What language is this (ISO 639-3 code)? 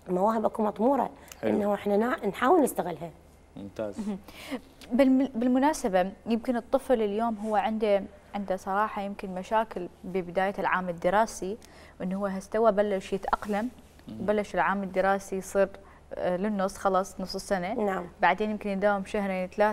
acm